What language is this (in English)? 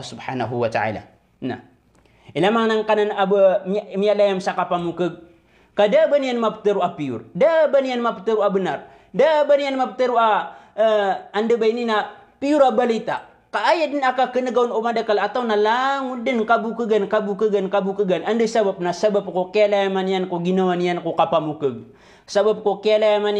Maranao